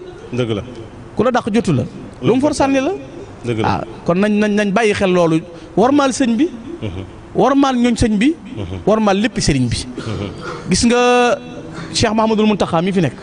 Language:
Wolof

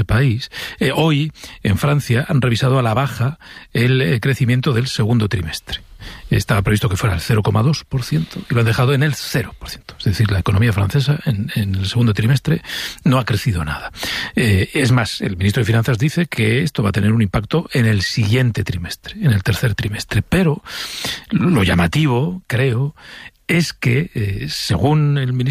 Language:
Spanish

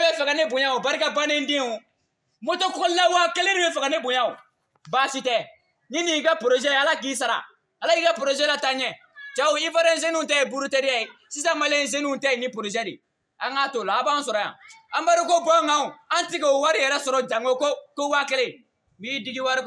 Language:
Bambara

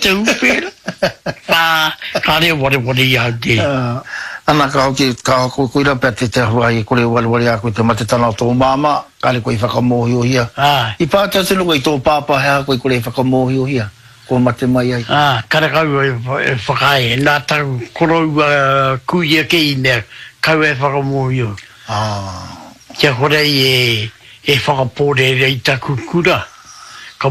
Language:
Māori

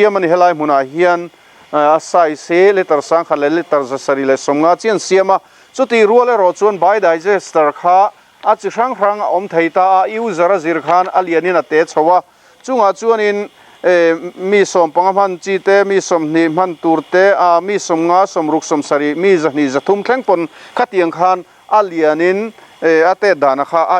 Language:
Mizo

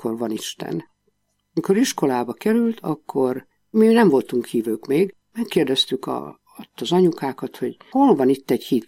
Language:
Hungarian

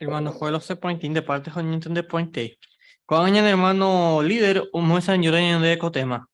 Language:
Guarani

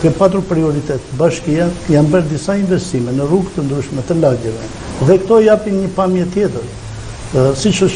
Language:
Albanian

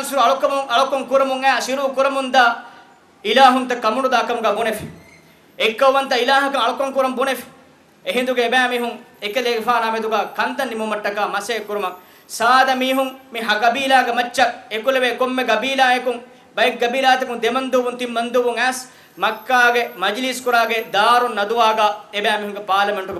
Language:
Divehi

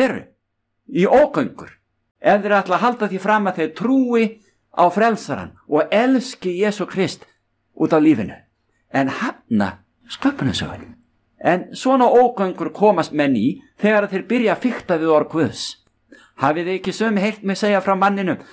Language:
Icelandic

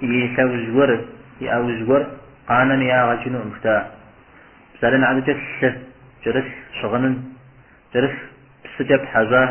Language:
Kabardian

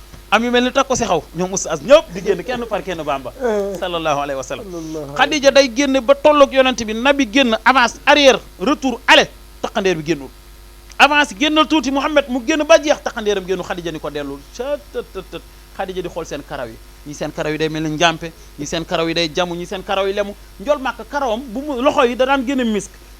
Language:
Wolof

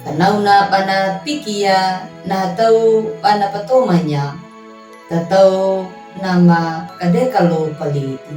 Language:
Anakalangu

